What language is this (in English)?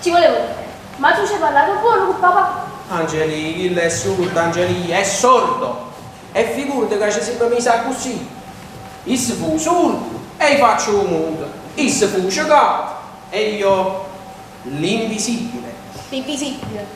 Neapolitan